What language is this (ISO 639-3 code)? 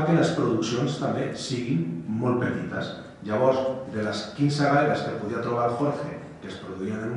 cat